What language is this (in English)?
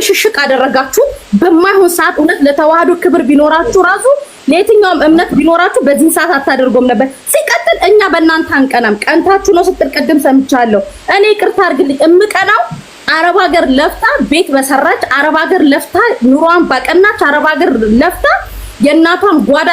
Amharic